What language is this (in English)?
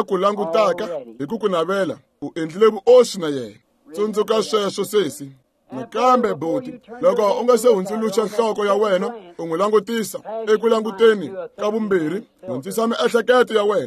Tsonga